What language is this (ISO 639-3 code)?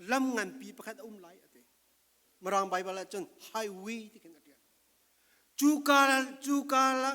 cfm